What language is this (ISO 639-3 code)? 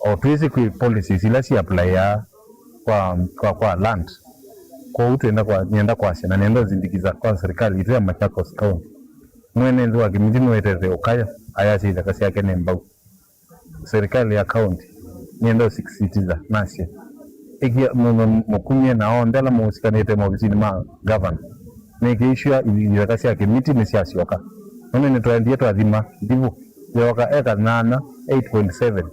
kam